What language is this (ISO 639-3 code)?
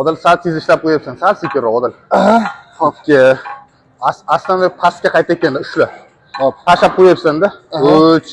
uzb